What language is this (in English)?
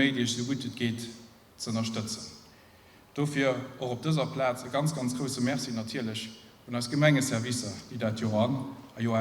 Luxembourgish